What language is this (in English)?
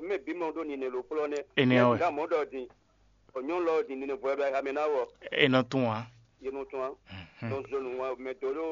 Fon